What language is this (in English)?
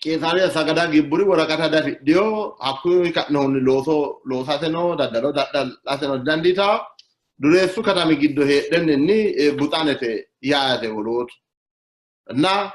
Sidamo